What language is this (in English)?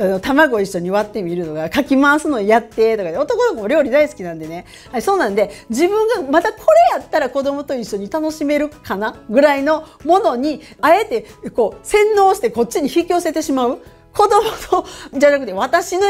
Japanese